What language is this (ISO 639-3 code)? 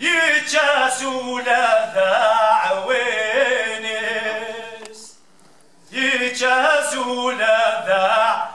kab